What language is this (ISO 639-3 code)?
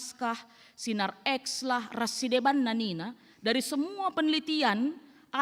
btx